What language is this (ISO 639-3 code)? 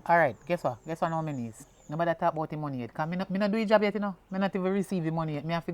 jam